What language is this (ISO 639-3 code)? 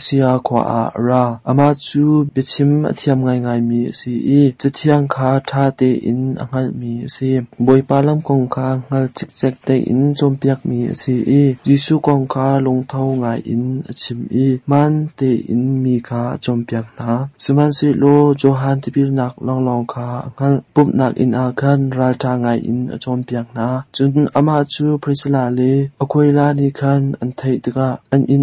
cnh